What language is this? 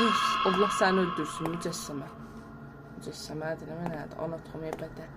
South Azerbaijani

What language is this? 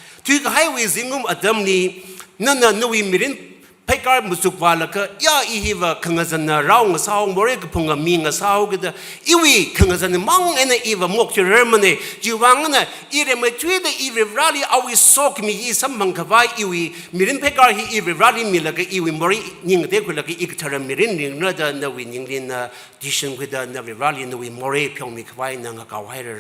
Tangkhul Naga (India)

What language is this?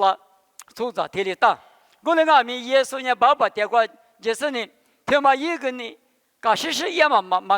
Lisu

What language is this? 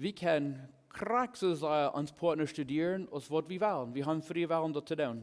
Plautdietsch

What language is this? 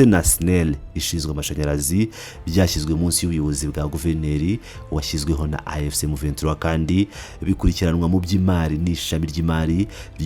Kinyarwanda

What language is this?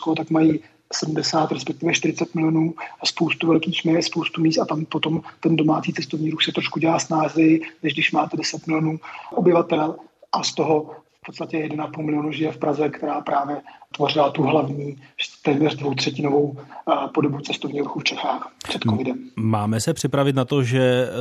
Czech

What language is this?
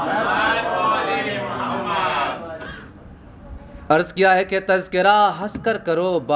Urdu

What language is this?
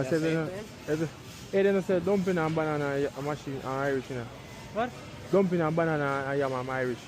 Jamaican Creole English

